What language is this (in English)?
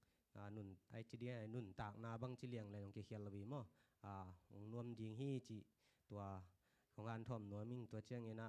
Tedim Chin